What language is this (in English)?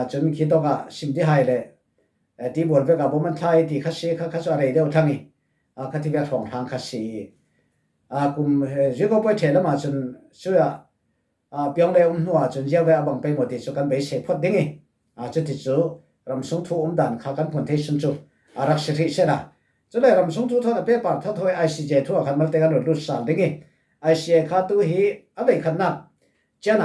Falam Chin